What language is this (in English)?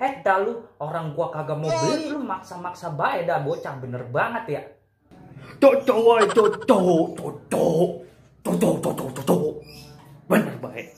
Betawi